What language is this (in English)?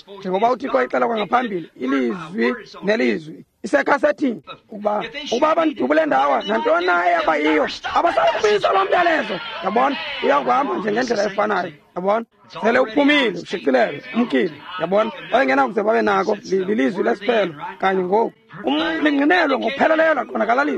Xhosa